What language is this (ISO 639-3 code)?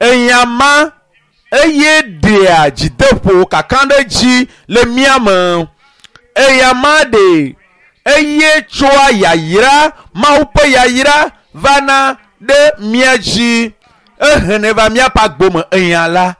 ewe